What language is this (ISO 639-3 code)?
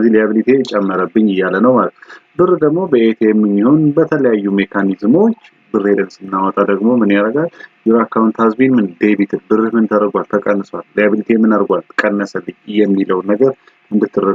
amh